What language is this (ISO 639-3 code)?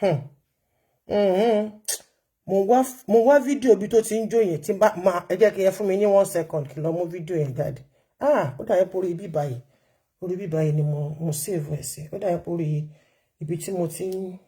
yor